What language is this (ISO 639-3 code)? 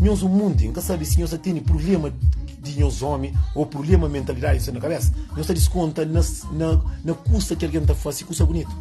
kea